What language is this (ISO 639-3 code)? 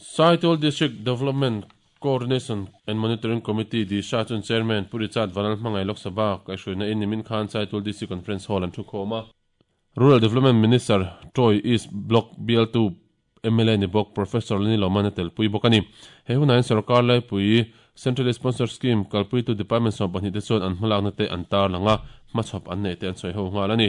lus